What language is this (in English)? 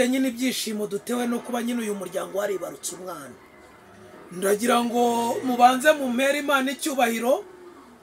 Kinyarwanda